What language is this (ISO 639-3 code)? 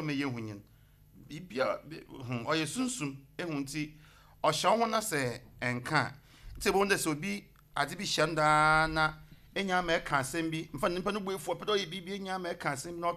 aka